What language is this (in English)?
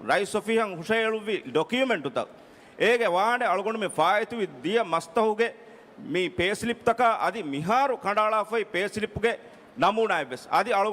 Divehi